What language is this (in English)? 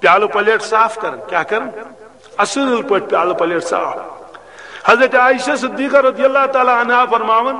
Kashmiri